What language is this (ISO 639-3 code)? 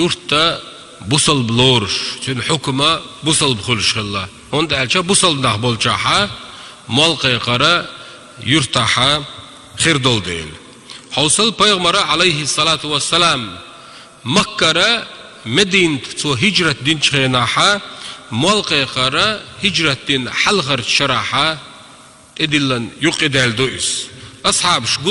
che